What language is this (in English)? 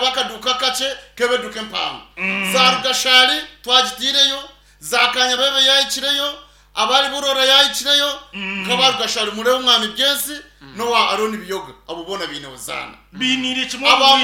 Nyankole